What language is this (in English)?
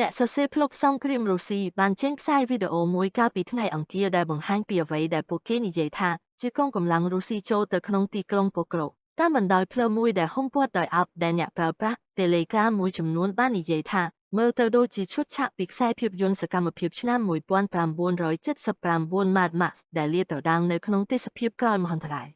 Khmer